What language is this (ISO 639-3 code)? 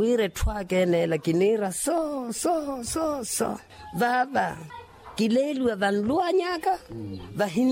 vmw